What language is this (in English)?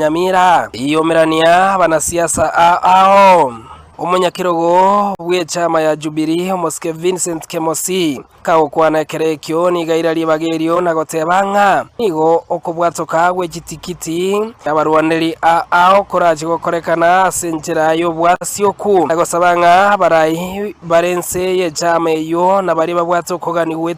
Gusii